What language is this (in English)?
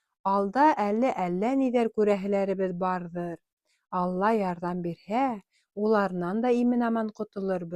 Bashkir